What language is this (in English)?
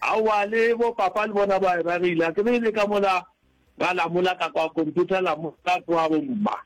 Northern Sotho